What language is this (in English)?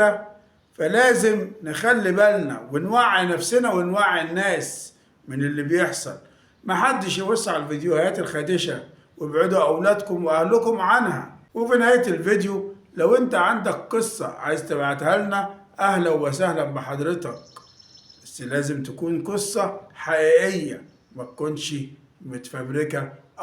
Egyptian Arabic